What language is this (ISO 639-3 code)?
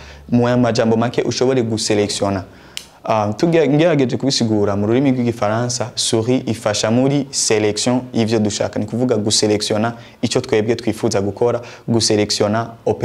run